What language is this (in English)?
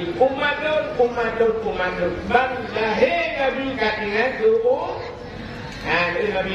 Achinese